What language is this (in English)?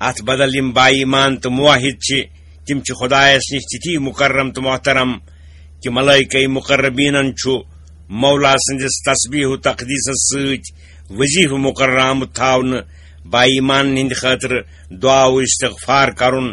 Kashmiri